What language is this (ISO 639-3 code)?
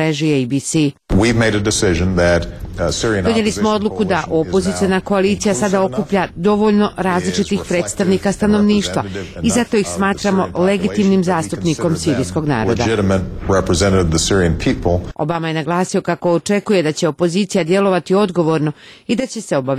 srp